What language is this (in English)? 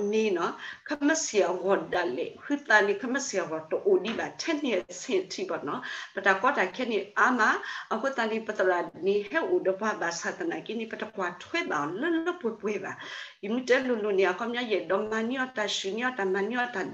S'gaw Karen